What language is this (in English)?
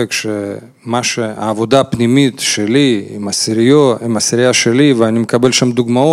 Hebrew